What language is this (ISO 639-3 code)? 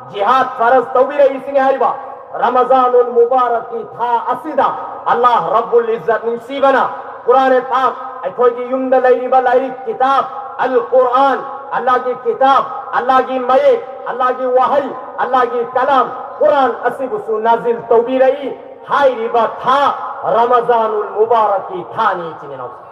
mni